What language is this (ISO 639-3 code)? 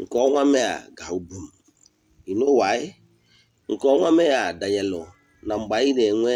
ibo